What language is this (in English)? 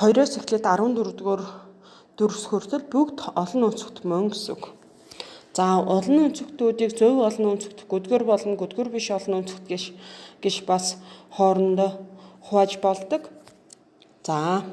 Mongolian